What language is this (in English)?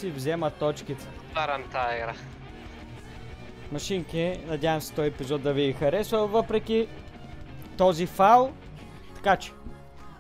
Bulgarian